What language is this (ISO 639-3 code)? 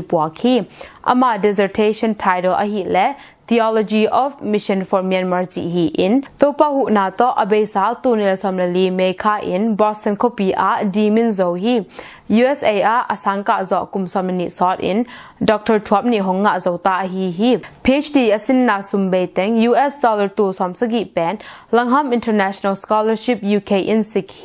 ctd